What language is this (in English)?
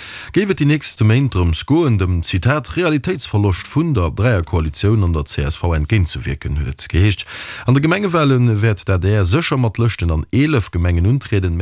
Luxembourgish